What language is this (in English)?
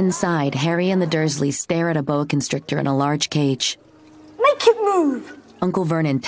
English